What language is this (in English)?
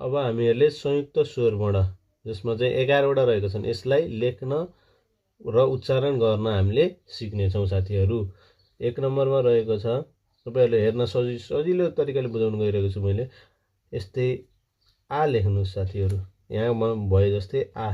Nepali